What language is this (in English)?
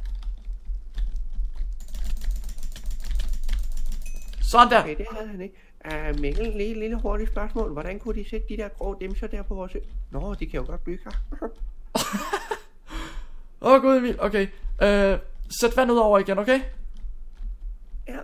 Danish